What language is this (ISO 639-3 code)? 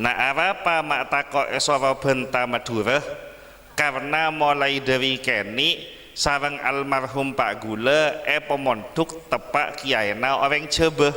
mad